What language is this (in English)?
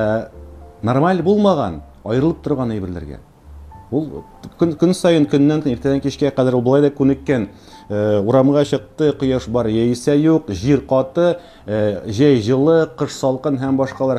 Tatar